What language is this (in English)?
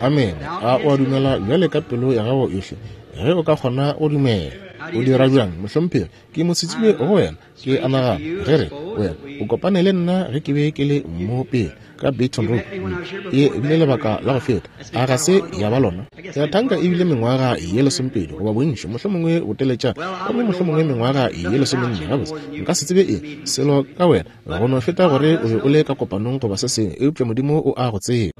Northern Sotho